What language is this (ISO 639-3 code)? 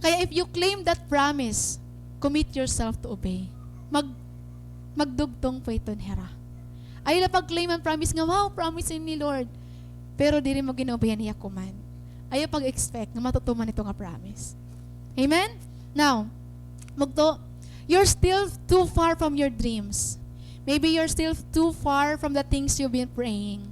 war